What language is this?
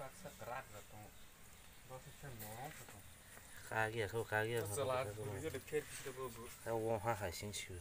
Kok Borok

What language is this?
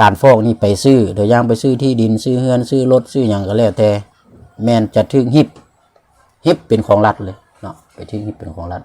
Lao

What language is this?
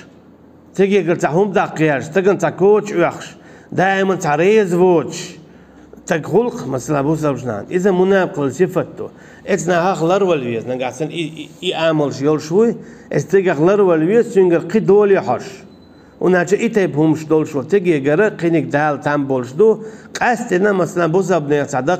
Chechen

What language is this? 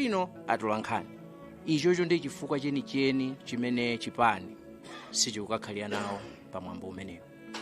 Nyanja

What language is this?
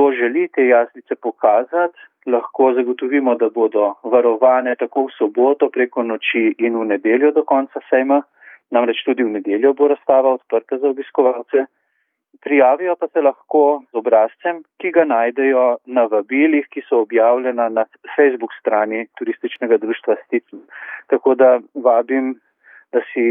Slovenian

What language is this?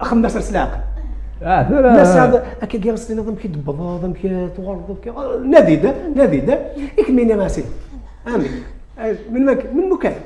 Kabyle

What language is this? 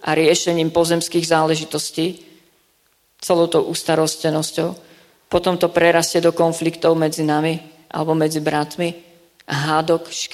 Slovak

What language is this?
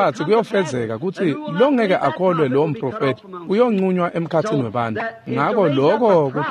Swati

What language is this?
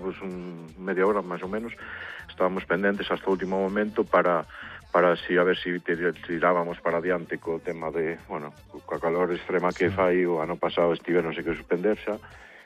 Galician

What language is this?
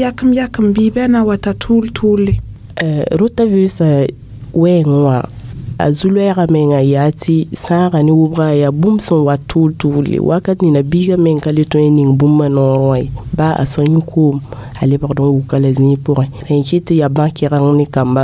Mossi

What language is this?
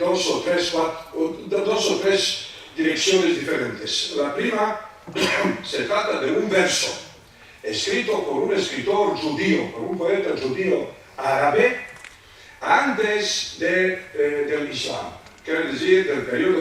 Ladino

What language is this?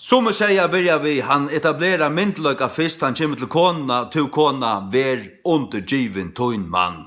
Faroese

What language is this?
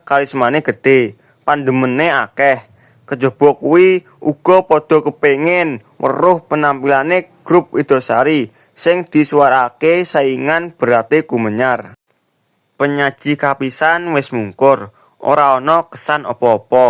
Javanese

